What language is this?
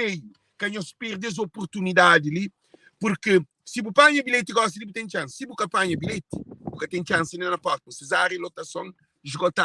Kabuverdianu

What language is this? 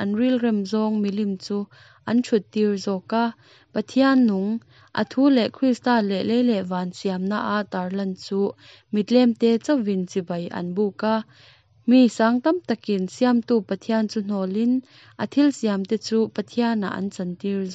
Mizo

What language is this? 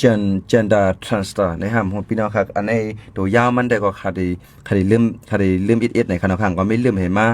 Shan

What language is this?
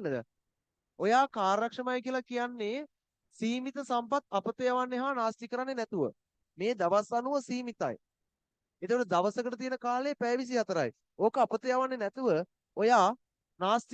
Sinhala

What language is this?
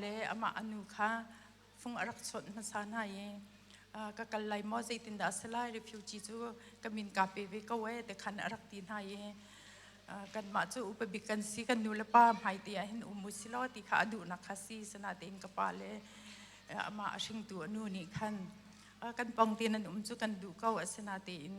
Hakha Chin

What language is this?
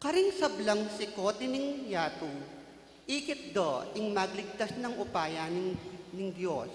Pampanga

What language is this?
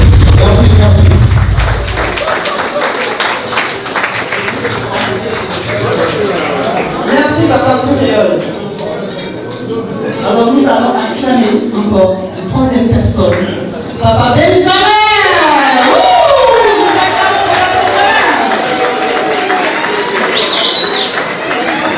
French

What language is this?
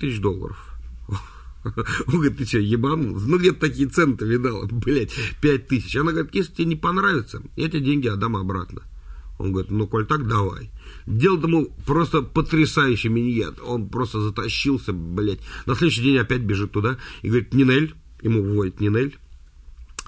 Russian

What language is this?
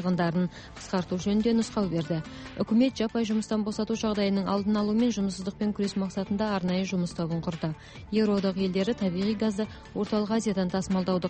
Kazakh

